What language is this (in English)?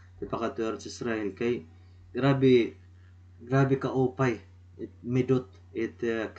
Waray